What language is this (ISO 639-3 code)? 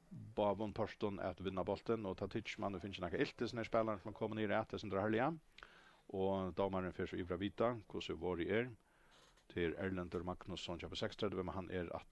fao